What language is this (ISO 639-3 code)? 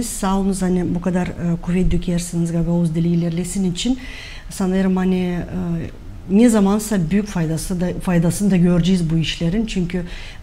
gag